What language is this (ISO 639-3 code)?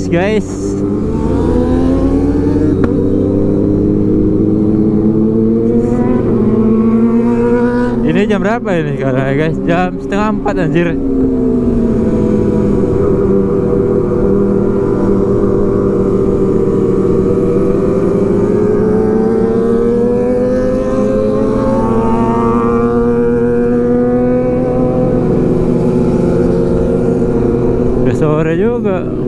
ind